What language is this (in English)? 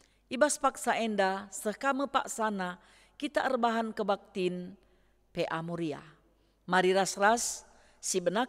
Batak Karo